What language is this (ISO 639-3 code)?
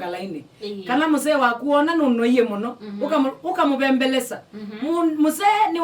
kam